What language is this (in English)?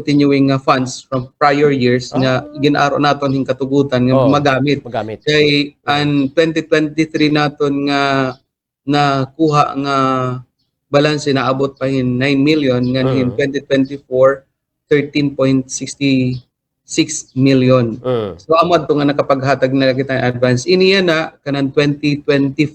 Waray